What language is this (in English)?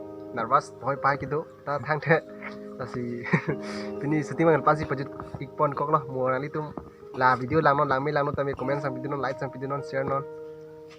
Karbi